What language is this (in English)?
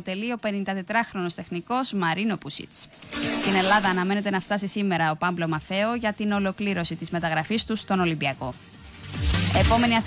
Greek